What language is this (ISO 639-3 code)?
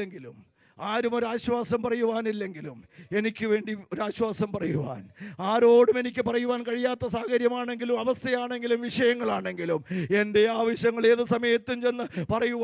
mal